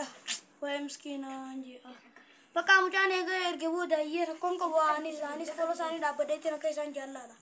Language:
Oromo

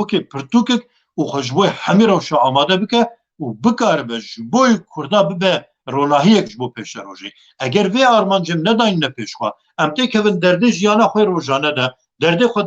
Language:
Kurdish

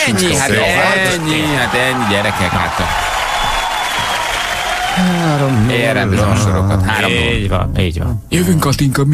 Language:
Hungarian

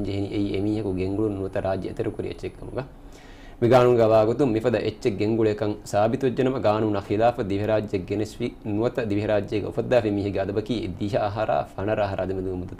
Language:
Divehi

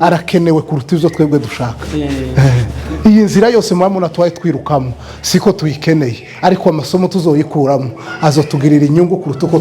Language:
Kinyarwanda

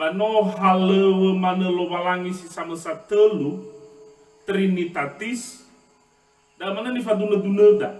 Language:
Nias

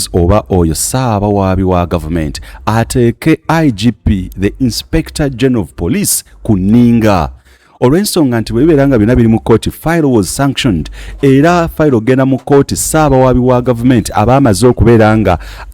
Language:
Ganda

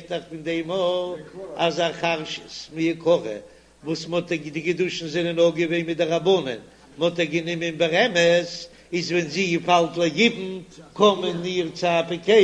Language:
Yiddish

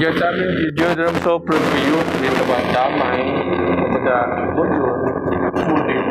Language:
Biatah Bidayuh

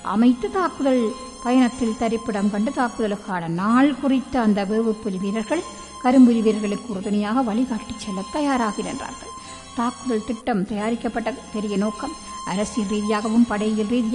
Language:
Tamil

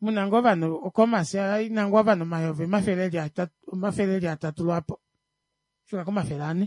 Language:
Kuanyama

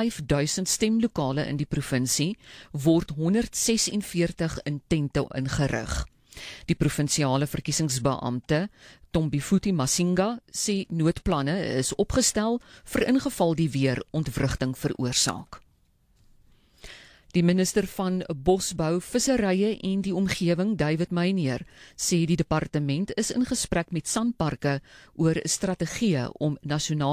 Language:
Afrikaans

